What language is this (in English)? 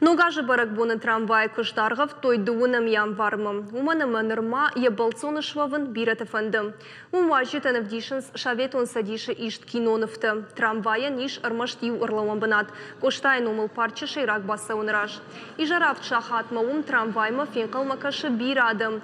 Ossetic